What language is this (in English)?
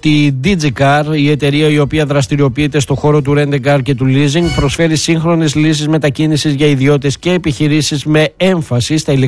Greek